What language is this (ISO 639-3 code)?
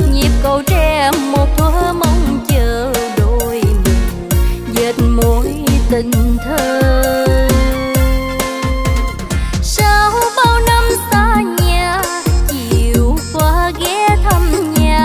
vie